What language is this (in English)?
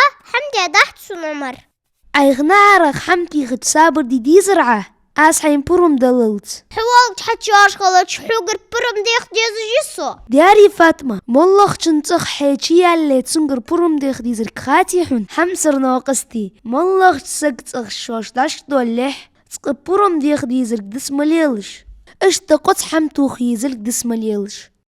Ingush